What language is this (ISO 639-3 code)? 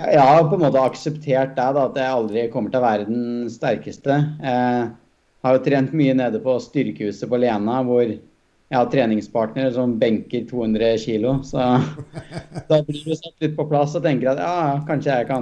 nor